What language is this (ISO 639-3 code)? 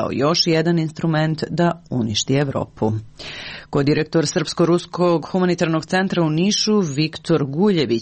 srp